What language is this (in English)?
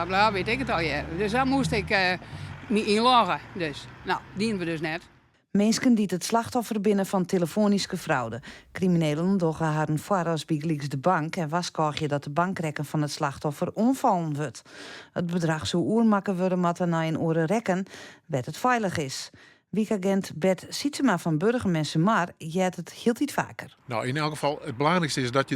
Western Frisian